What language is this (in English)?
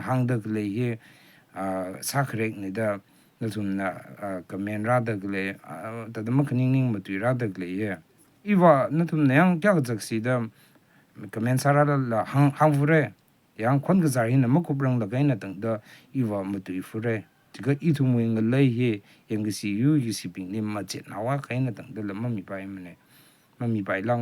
Rawang